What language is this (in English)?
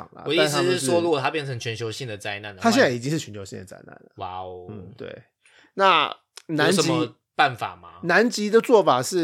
Chinese